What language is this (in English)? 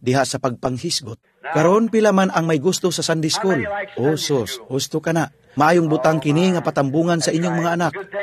Cebuano